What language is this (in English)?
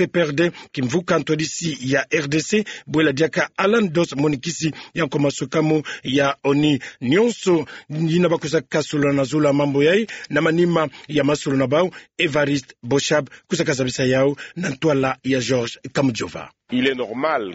Kituba (Democratic Republic of Congo)